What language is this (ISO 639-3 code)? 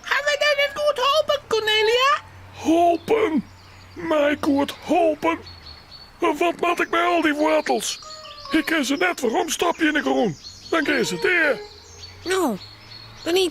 fry